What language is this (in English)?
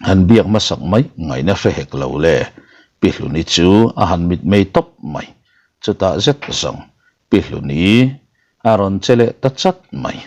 Mizo